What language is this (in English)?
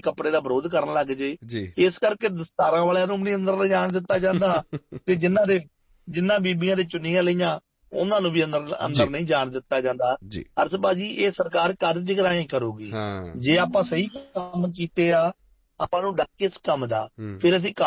Punjabi